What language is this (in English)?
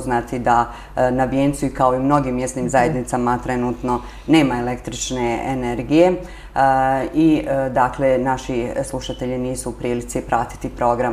Bosnian